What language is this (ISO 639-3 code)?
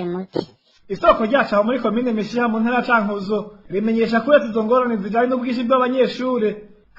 run